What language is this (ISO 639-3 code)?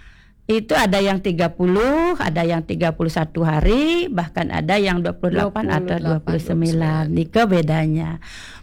ind